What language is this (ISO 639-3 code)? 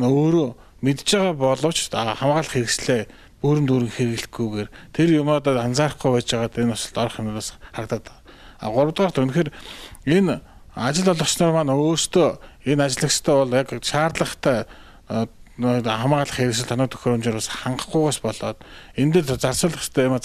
mon